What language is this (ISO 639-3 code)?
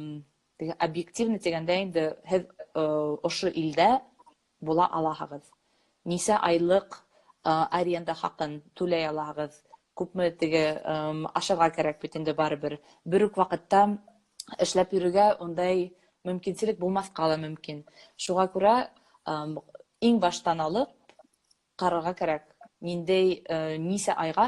bak